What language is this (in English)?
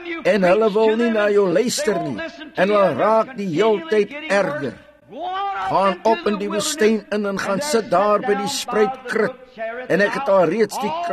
Afrikaans